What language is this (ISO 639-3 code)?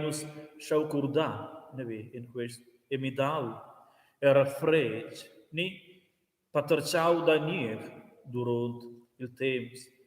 roh